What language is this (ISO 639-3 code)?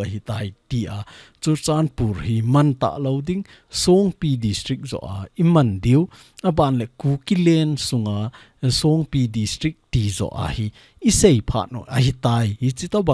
tcz